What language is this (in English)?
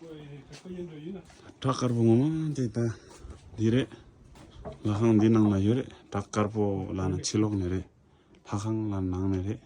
Tibetan